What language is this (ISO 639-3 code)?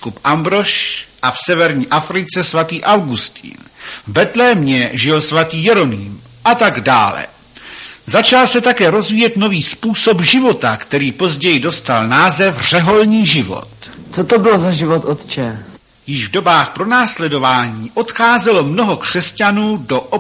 ces